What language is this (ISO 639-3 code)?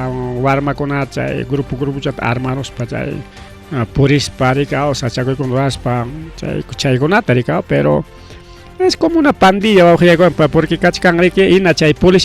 quy